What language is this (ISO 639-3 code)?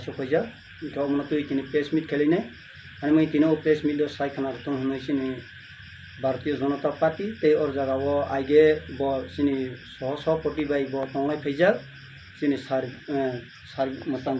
trp